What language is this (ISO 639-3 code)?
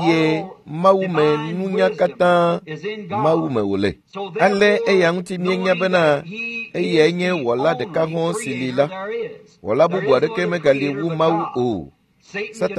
ewe